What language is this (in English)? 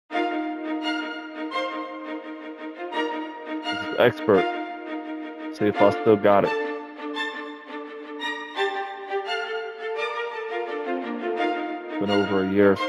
English